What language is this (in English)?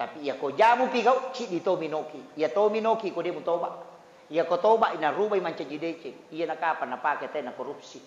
Buginese